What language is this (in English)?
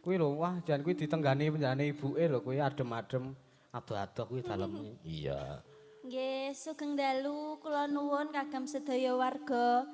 Javanese